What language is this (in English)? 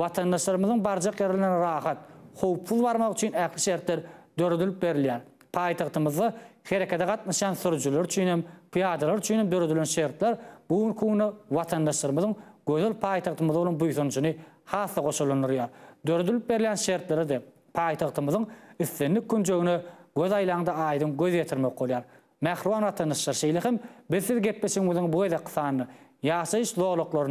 Turkmen